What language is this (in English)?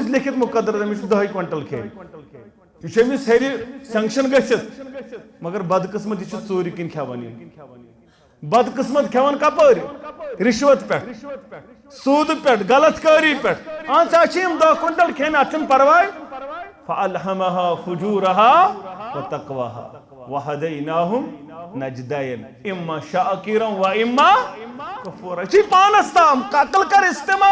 Kashmiri